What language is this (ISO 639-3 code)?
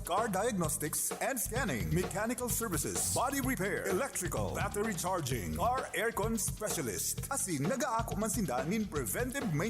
bik